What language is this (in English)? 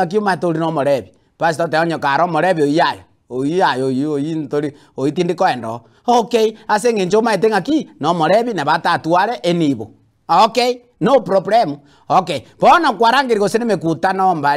Gusii